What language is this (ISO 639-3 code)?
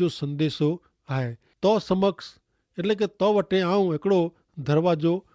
kfr